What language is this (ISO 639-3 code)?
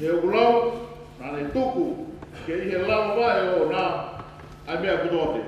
ton